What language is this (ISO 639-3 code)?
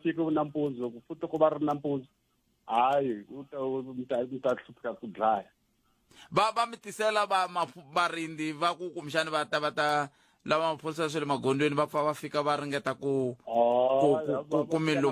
tso